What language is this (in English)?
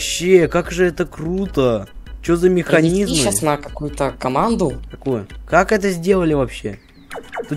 Russian